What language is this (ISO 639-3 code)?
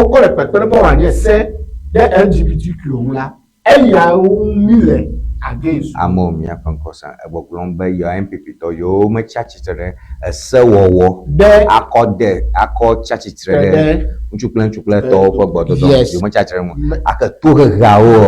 ewe